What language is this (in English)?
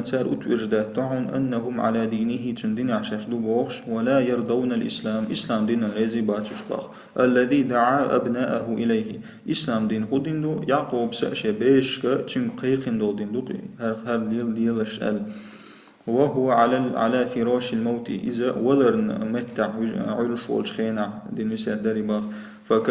Chechen